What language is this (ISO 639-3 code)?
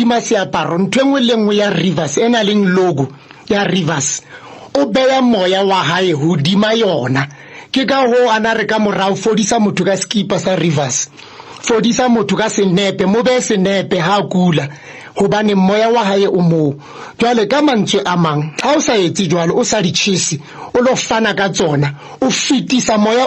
sot